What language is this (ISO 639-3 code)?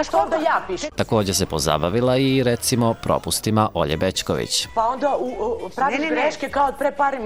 srp